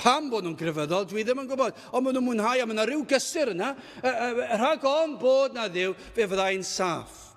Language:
Welsh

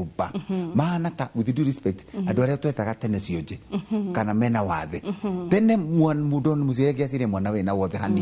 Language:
Kikuyu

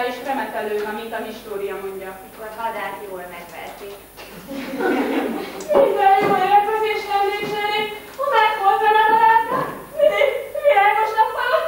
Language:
Hungarian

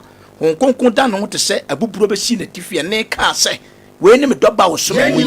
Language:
Akan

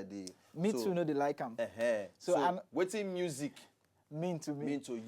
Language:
Nigerian Pidgin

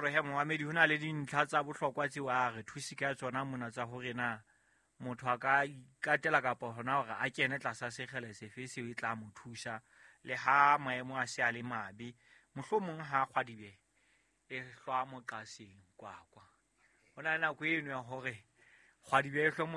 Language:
Southern Sotho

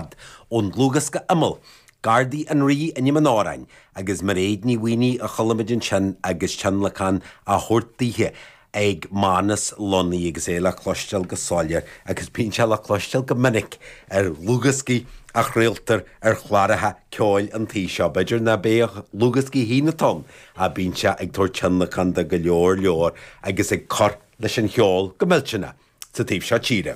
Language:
Irish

